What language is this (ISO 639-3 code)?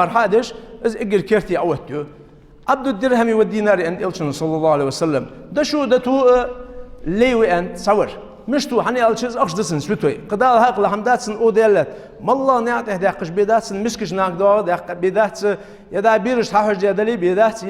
inh